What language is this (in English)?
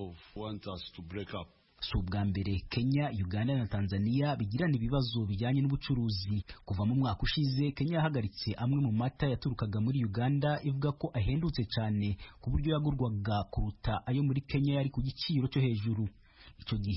Kinyarwanda